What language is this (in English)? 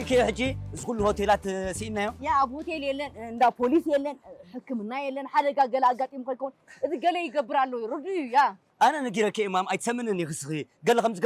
Tigrinya